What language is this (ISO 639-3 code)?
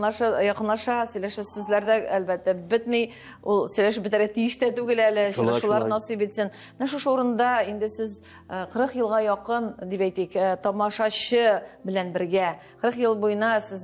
tat